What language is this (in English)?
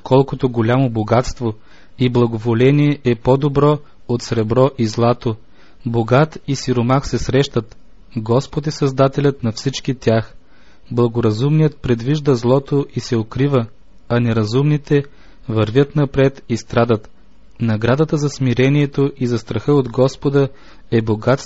Bulgarian